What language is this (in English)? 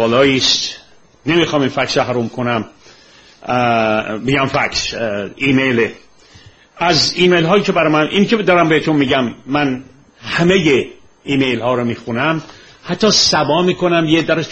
Persian